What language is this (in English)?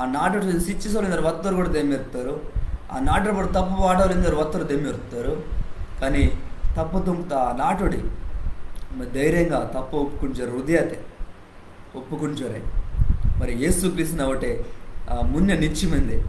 Koya